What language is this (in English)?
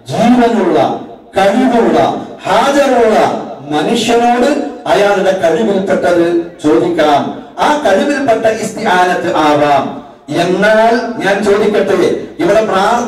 Malayalam